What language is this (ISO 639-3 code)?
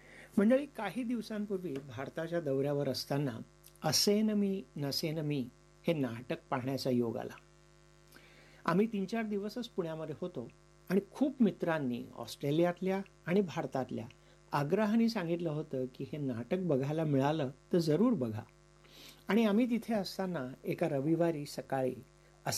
mar